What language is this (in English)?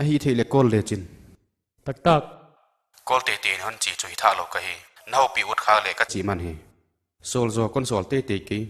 Paite Chin